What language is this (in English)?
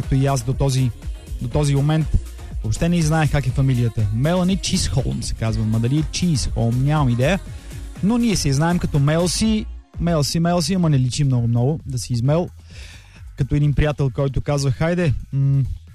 Bulgarian